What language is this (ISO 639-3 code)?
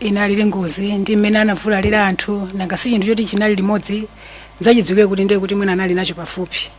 nya